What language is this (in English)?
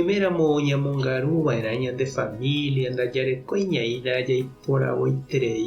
Guarani